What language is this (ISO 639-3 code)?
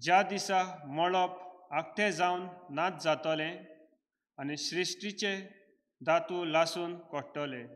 kok